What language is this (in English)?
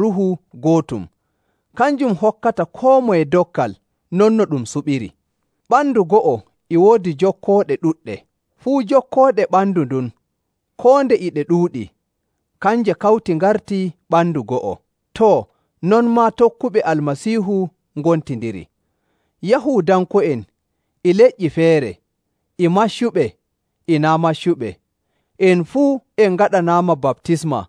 Nigerian Fulfulde